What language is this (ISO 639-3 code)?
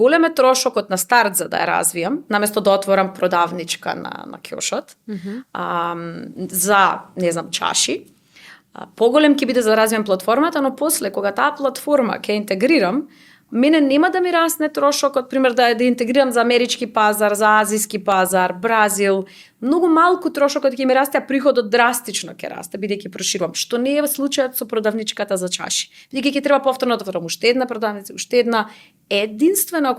mkd